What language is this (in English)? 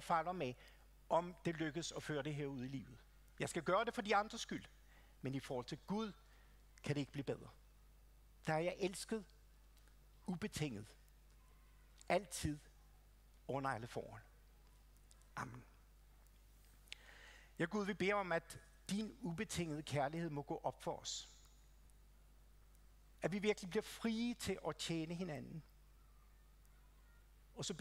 Danish